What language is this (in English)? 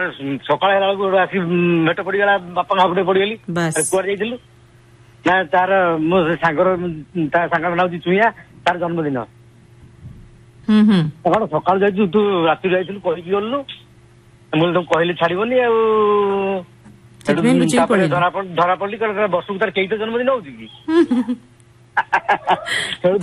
Odia